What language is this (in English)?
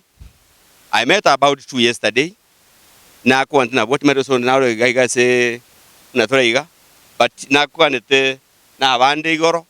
Gusii